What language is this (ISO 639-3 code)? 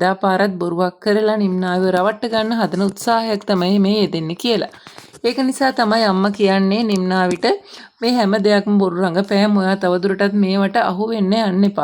sin